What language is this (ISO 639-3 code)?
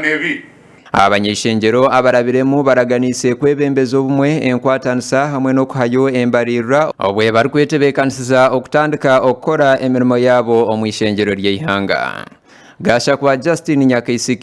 nyn